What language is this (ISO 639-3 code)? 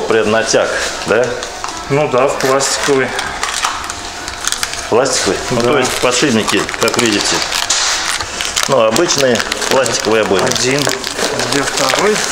rus